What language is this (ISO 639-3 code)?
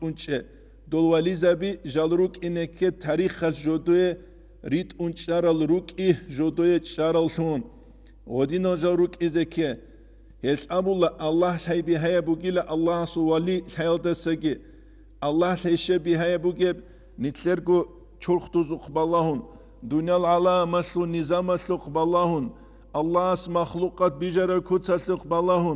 ava